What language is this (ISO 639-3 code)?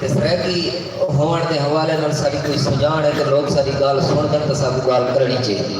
skr